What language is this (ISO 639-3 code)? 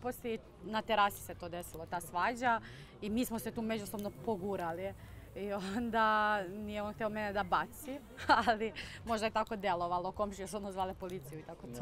srp